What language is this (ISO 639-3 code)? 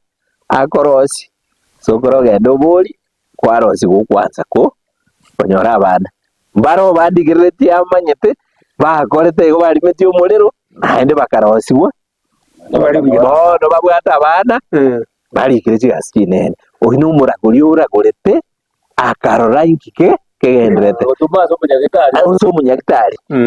guz